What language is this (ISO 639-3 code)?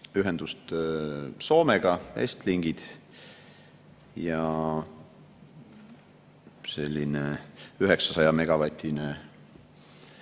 est